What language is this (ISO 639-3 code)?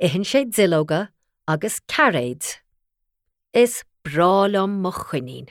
gle